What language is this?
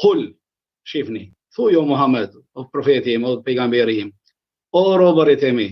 Albanian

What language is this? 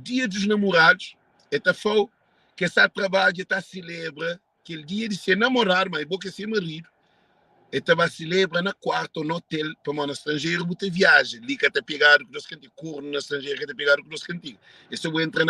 Kabuverdianu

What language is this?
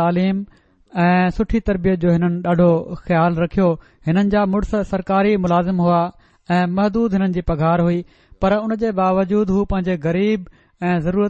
Sindhi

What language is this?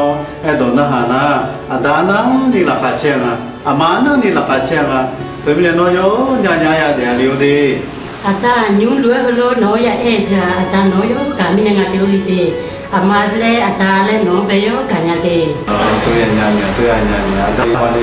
Akha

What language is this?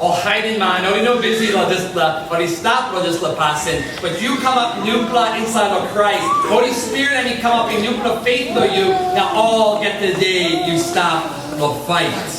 Tok Pisin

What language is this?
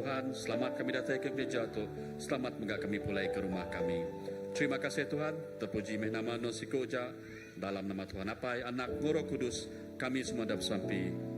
Iban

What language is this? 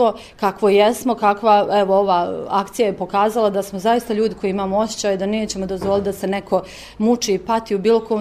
Serbian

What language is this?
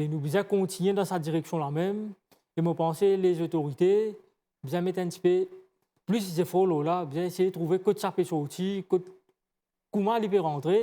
Morisyen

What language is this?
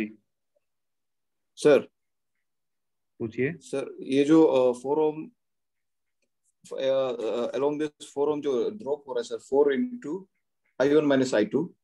Hindi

